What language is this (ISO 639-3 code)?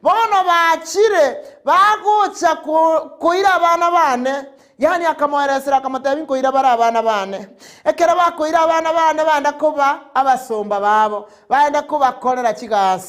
guz